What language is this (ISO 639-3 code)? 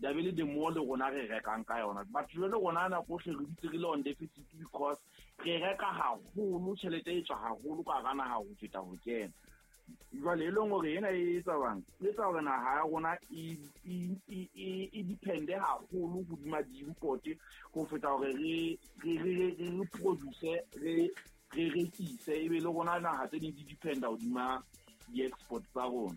sot